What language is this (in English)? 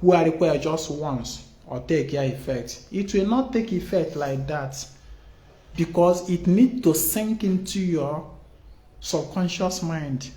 Igbo